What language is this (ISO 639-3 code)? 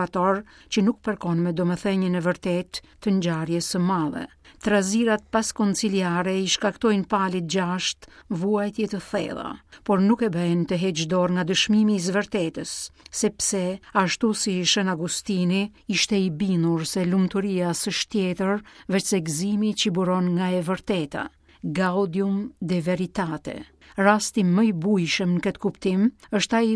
sqi